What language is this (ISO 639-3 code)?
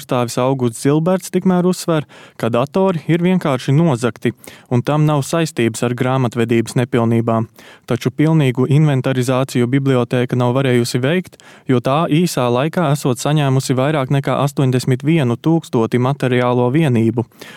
lav